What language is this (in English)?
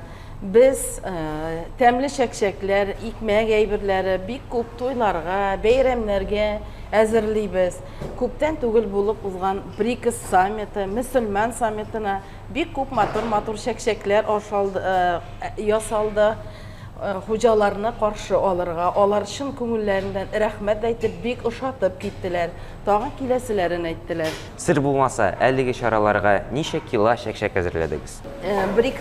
Tatar